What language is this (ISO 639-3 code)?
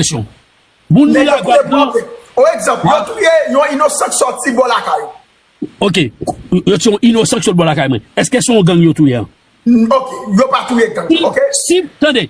hat